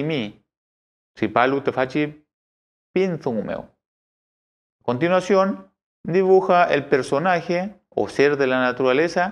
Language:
Mapuche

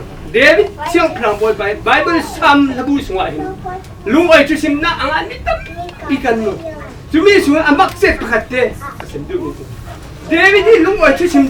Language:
Falam Chin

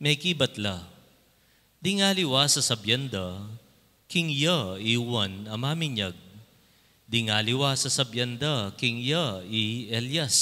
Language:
Pampanga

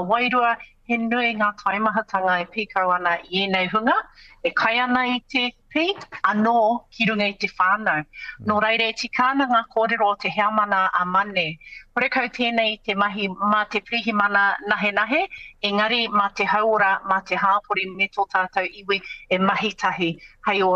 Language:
Māori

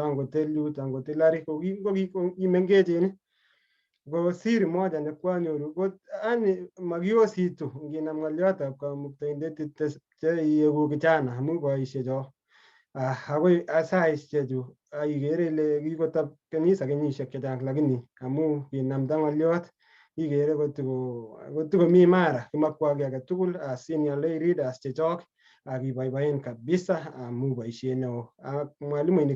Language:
Kalenjin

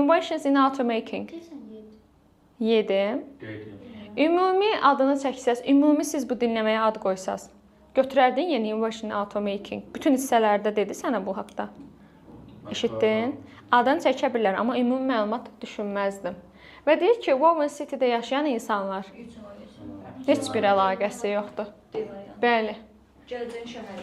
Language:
Azerbaijani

